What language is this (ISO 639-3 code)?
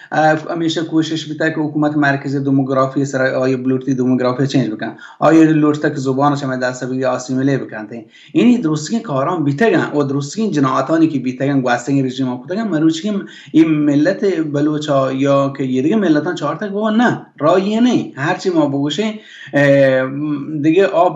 bal